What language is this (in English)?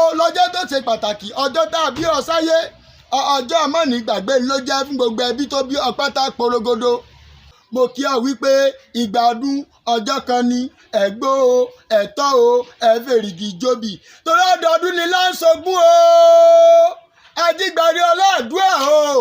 Yoruba